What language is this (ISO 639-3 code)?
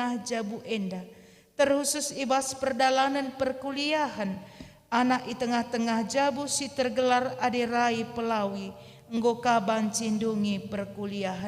btx